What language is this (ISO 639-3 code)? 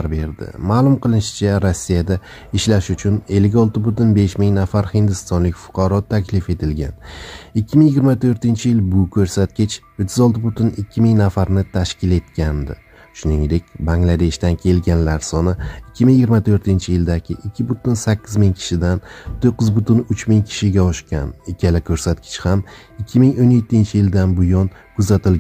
uzb